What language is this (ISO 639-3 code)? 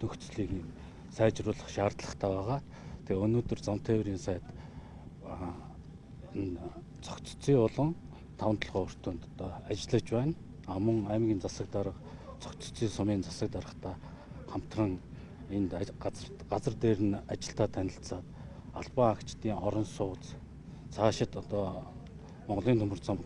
mon